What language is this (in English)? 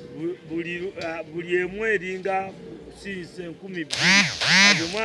Ganda